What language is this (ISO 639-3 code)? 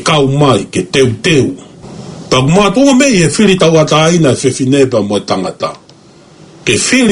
ton